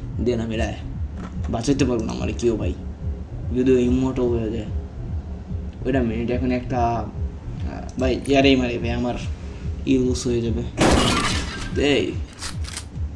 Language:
Bangla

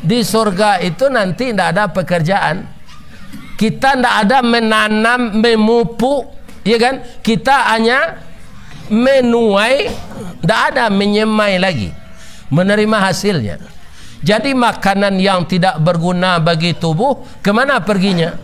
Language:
Minangkabau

